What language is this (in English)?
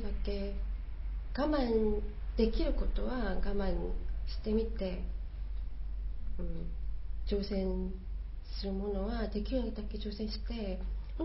Japanese